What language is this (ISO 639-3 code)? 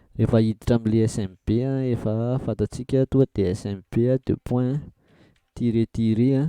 mlg